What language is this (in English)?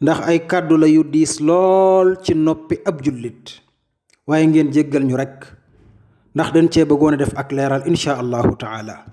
Wolof